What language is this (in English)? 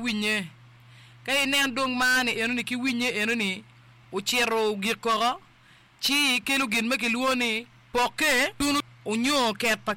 Acoli